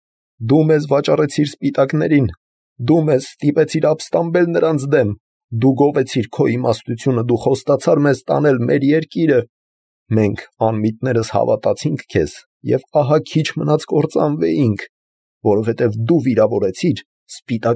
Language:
Armenian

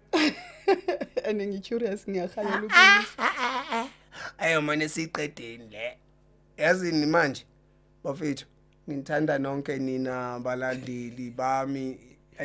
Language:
Zulu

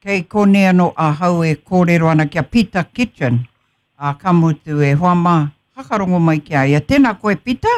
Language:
Māori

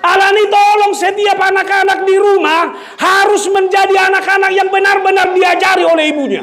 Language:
Batak Toba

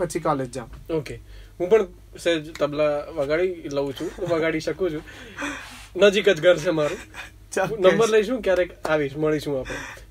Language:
Gujarati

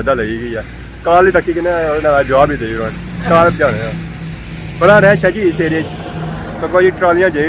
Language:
Pahari-Potwari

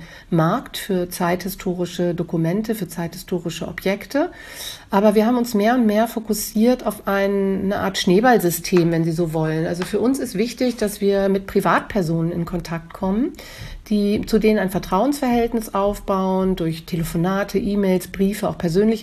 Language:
German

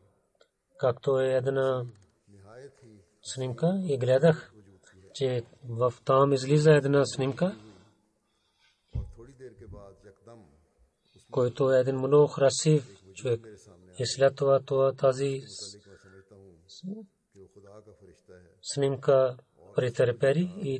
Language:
Bulgarian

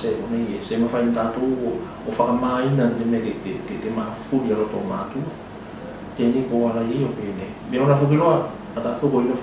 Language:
Tuvalu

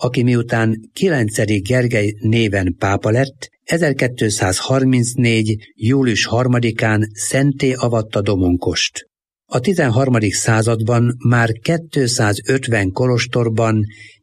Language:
Hungarian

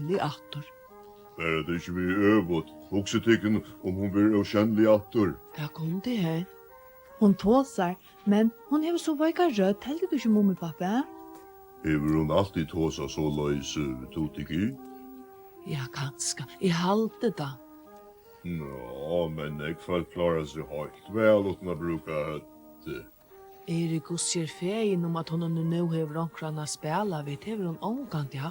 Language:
Faroese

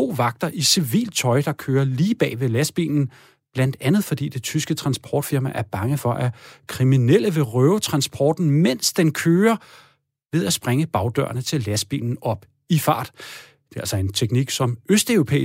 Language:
Danish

